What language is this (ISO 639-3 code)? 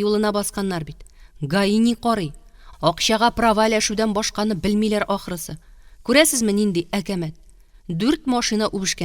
tat